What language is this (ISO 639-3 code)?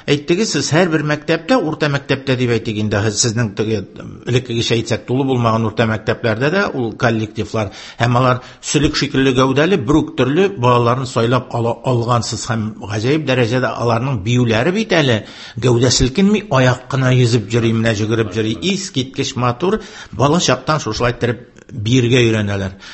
tat